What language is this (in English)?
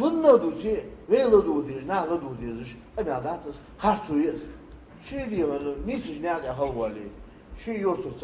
Ingush